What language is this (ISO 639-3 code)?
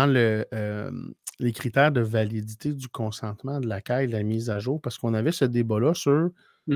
fra